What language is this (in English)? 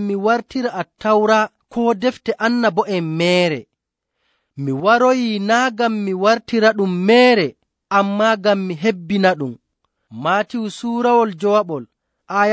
Nigerian Fulfulde